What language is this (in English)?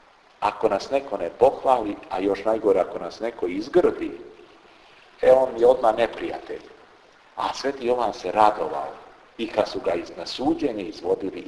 Serbian